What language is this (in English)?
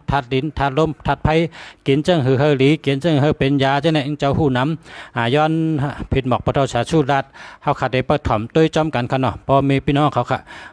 Shan